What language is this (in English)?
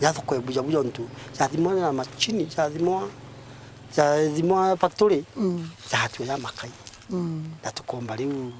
Meru